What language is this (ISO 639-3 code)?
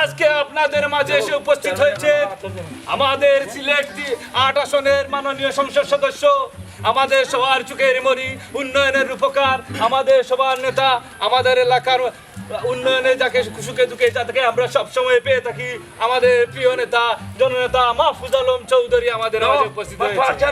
syl